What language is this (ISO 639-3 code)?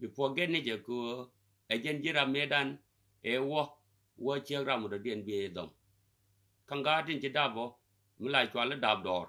nus